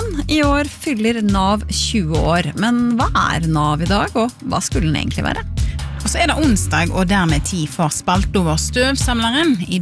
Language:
Norwegian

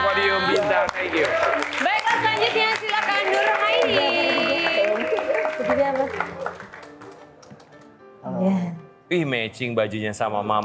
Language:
Indonesian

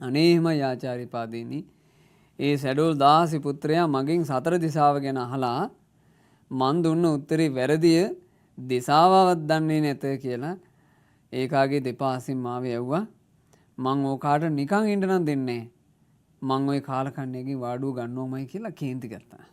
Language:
Sinhala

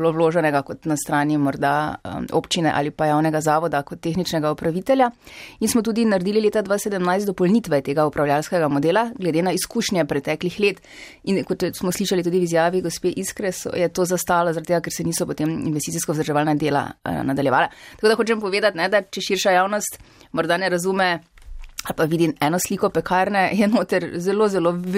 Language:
Slovenian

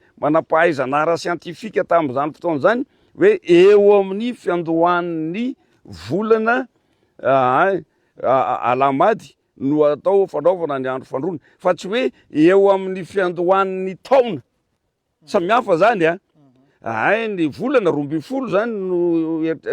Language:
Malagasy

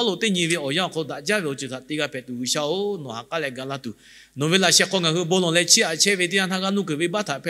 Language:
Lahu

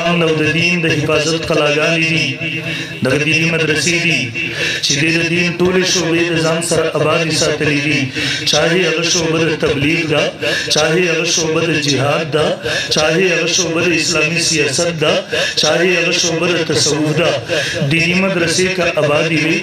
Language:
Pashto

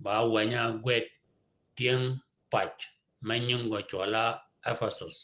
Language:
Shilluk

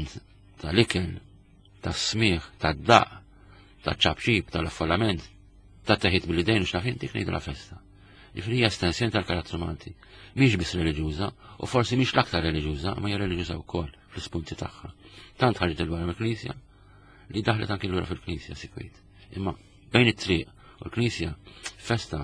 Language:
Maltese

